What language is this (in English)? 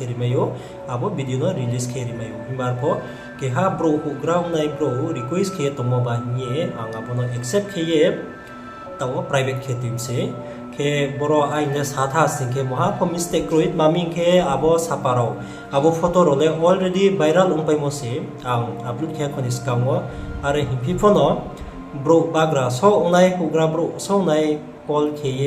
Riang (India)